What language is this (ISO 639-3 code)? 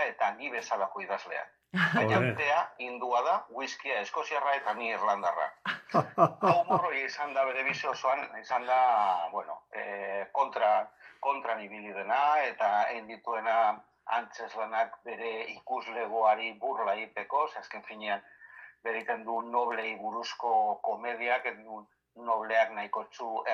eus